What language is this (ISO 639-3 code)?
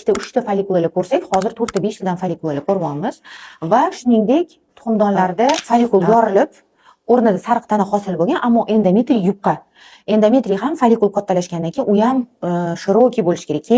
uzb